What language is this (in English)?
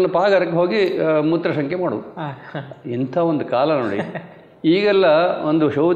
Kannada